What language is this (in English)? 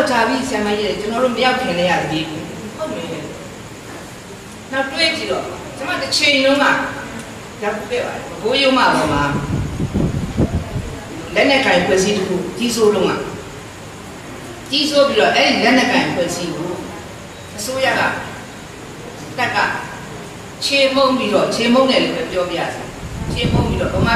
Burmese